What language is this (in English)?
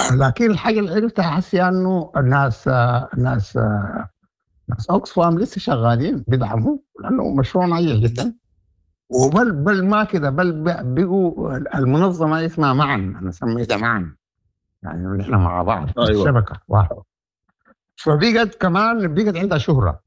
Sudanese Arabic